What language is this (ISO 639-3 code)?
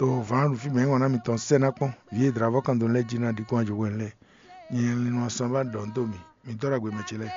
fon